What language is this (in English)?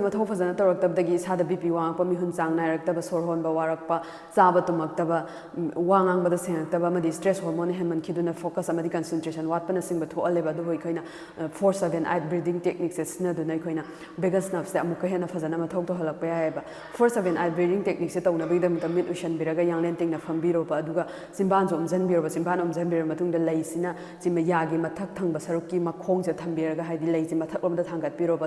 Manipuri